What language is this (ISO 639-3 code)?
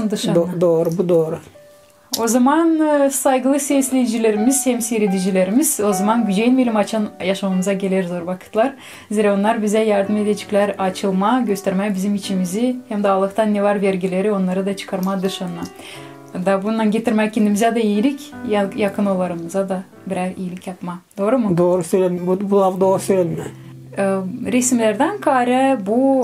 gag